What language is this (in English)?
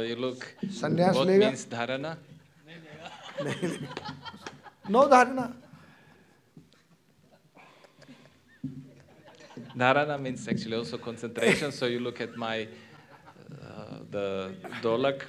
Hindi